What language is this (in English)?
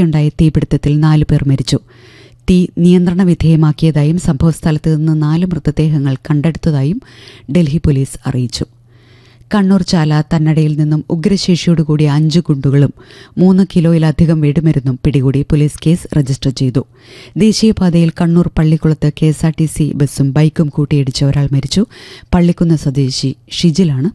Malayalam